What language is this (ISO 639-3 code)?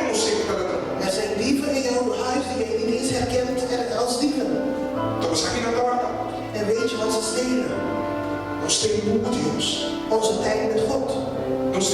pap